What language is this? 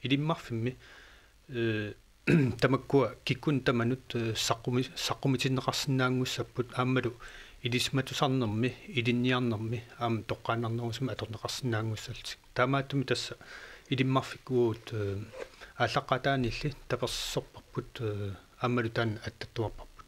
Kalaallisut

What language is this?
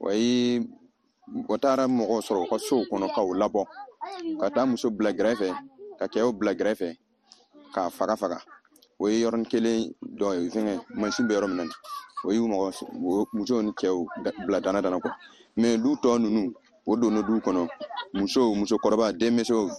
Bambara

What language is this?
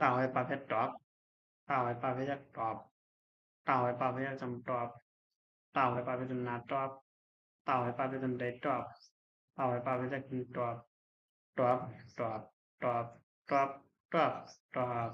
Shan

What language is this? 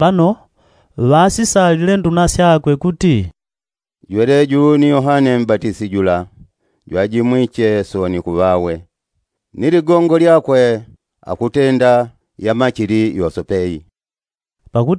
Yao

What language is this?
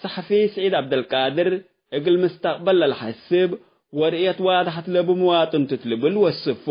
Tigre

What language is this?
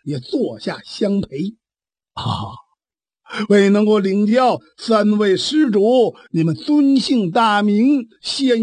Chinese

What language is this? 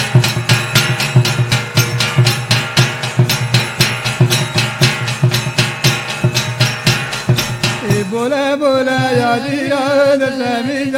Lambadi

